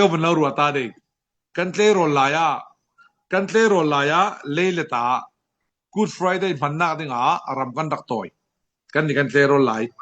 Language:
Falam Chin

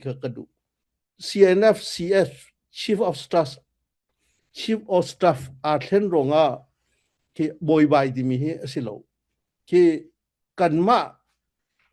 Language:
Falam Chin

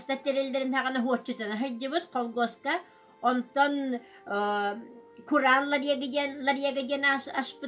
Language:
Yakut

